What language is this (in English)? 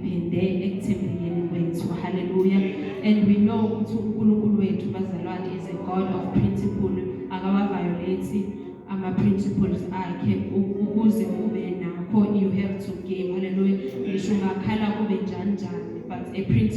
Zulu